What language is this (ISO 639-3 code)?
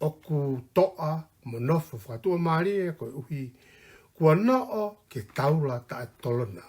ton